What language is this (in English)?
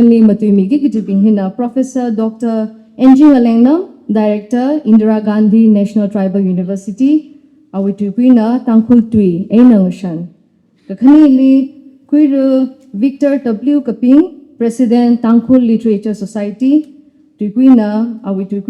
Tangkhul Naga (India)